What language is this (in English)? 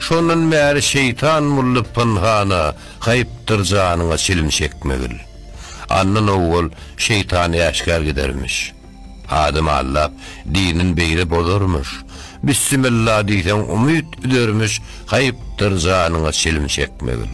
Turkmen